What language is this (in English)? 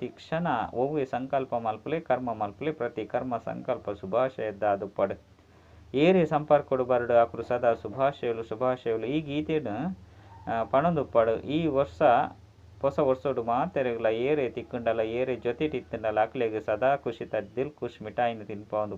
Tulu